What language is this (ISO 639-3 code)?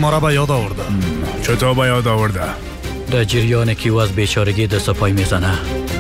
fas